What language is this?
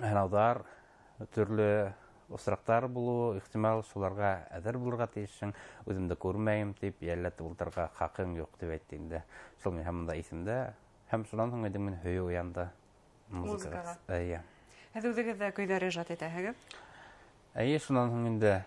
Bashkir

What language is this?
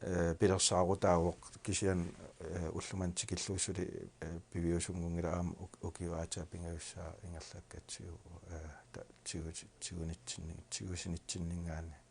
Kalaallisut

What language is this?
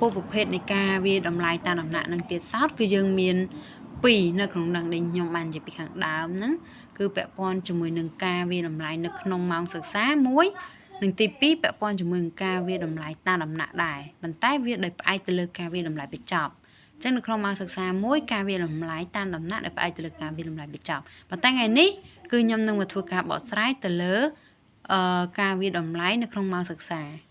Khmer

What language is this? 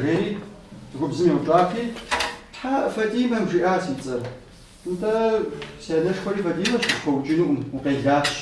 Kabardian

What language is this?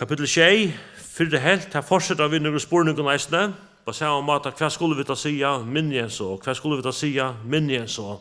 Faroese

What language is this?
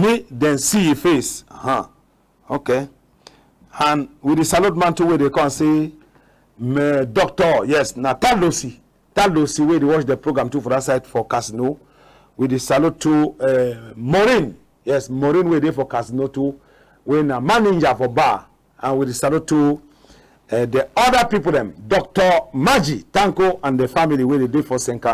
Cameroon Pidgin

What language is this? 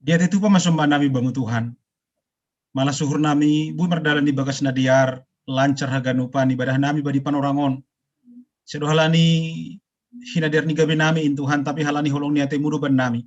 Batak Simalungun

